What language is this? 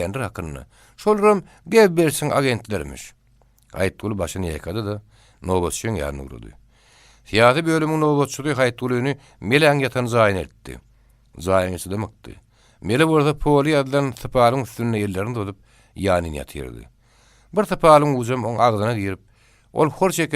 Turkmen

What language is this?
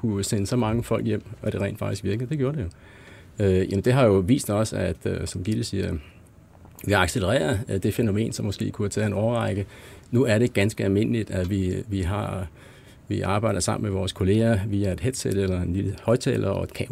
Danish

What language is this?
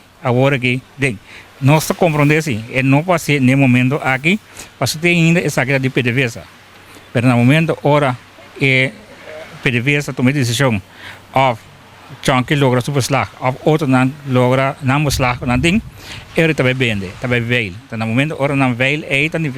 Papiamento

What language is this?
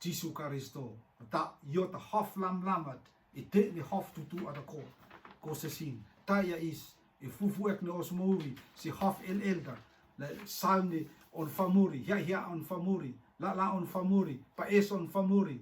Rotuman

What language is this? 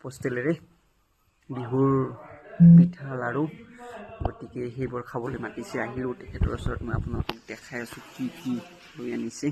Assamese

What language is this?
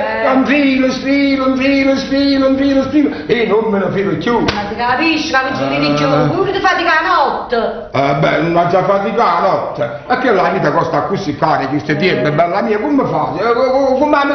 Neapolitan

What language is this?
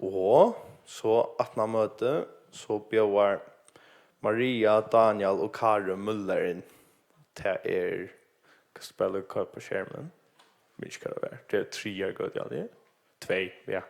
Faroese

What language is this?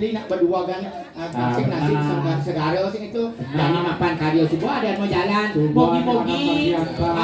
Balinese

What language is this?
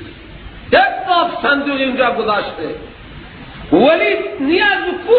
Persian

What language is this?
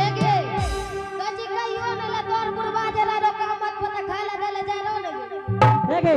Angika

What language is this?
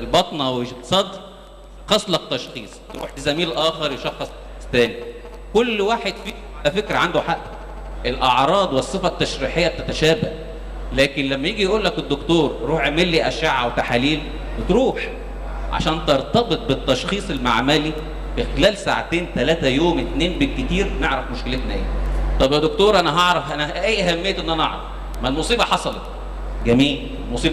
Egyptian Arabic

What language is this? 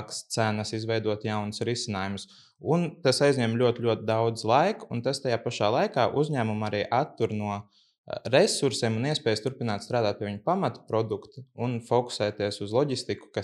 Latvian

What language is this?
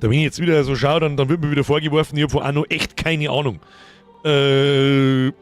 Bavarian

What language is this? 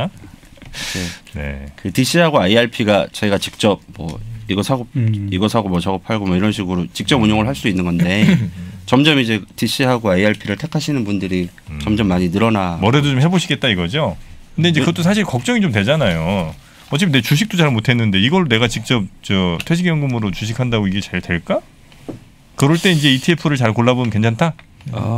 Korean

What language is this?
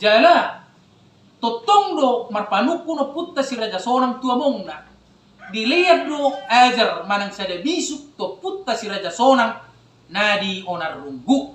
Batak Toba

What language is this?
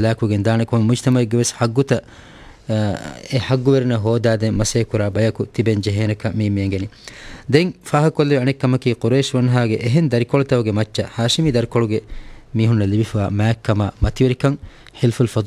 Divehi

